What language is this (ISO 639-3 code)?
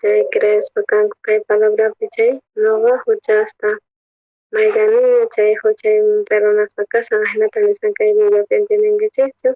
quh